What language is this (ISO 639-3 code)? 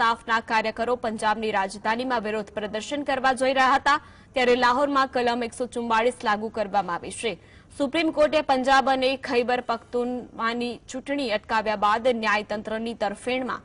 guj